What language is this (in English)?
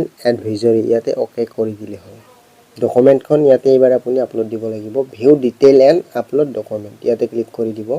Assamese